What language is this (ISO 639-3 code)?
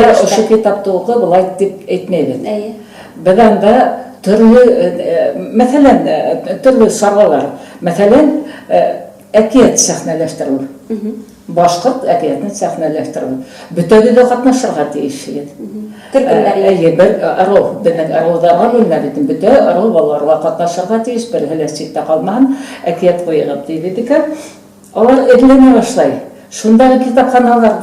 bak